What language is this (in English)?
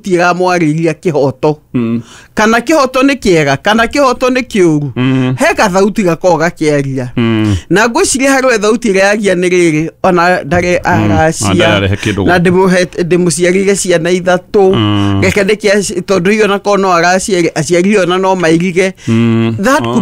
Kikuyu